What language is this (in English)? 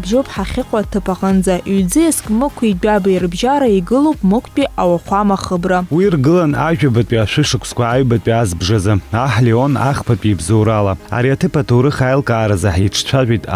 Abkhazian